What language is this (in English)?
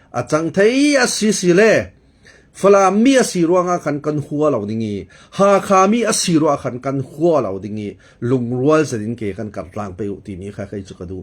Falam Chin